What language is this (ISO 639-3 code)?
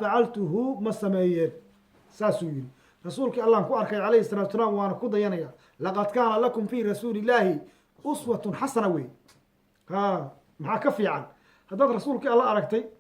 som